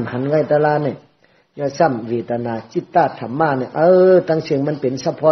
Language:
Shan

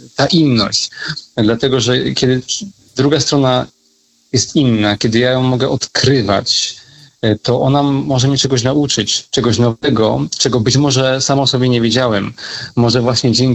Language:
Polish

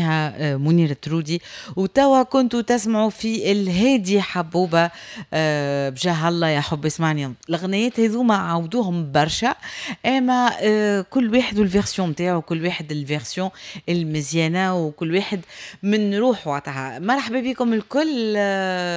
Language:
Tunisian Arabic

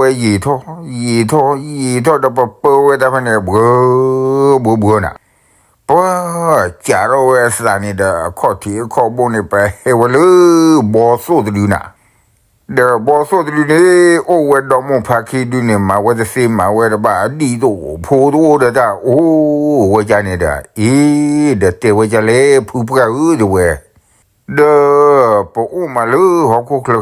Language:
S'gaw Karen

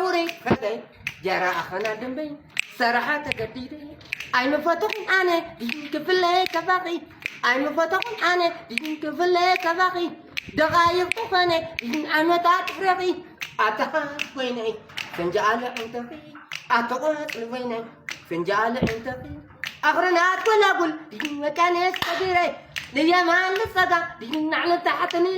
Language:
Tigrinya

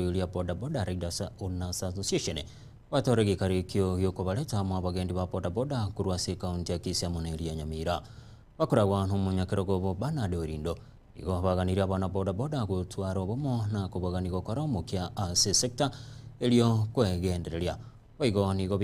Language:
Gusii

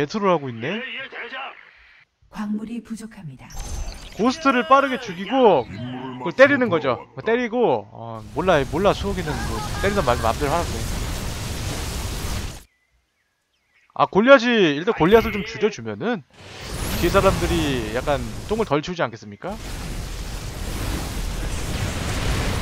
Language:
Korean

